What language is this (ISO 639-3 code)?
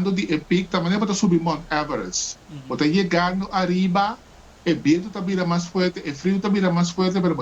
pap